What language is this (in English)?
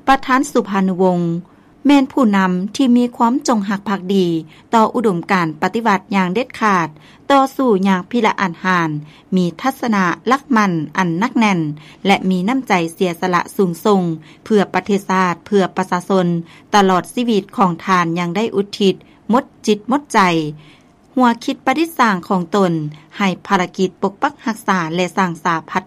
Lao